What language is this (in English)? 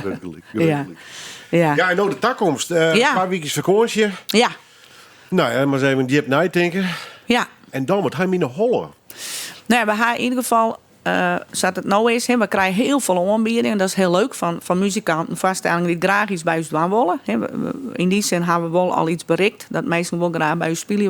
Western Frisian